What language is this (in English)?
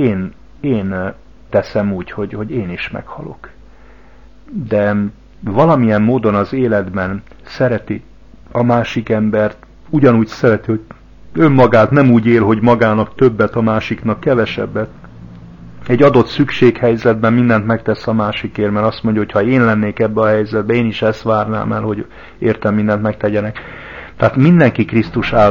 Hungarian